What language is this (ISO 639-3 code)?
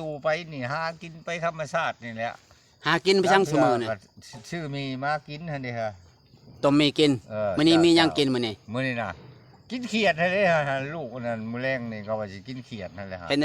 lao